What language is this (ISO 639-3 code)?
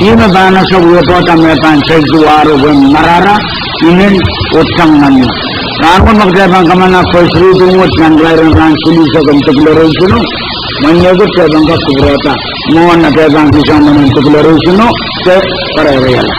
pon